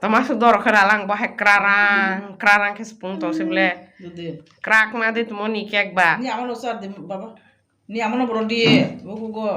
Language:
Kok Borok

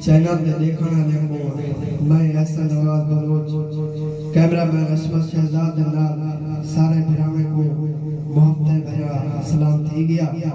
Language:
Saraiki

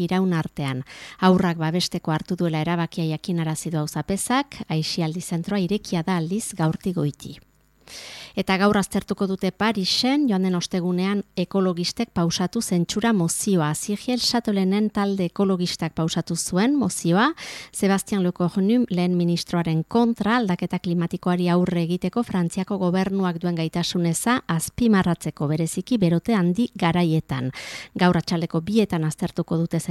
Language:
Basque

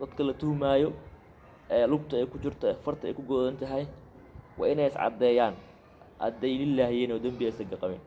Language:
Somali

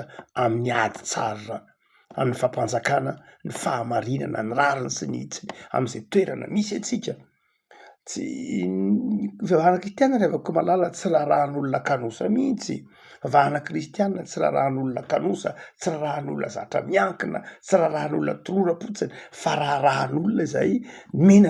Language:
Malagasy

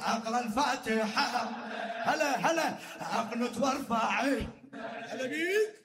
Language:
Mesopotamian Arabic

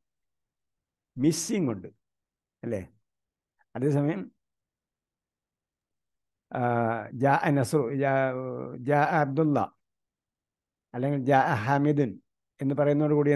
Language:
Malayalam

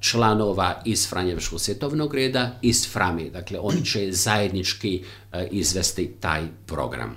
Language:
Croatian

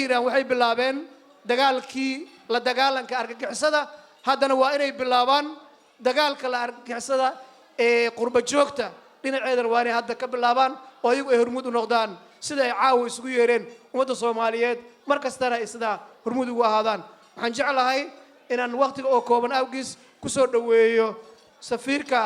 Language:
Somali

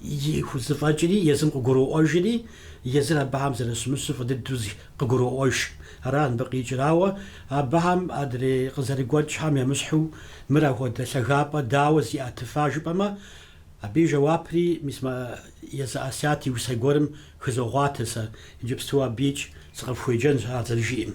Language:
Kabardian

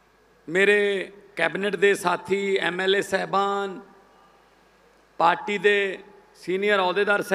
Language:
Punjabi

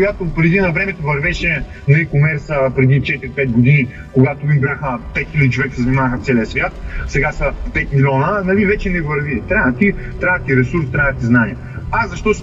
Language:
Bulgarian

